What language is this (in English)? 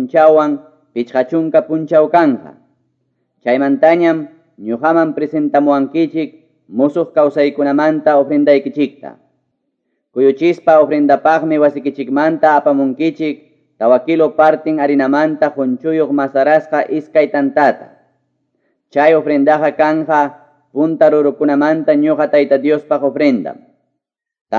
Quechua